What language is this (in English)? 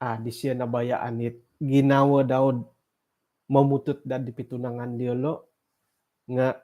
Central Dusun